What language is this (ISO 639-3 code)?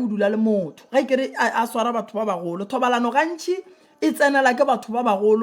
nso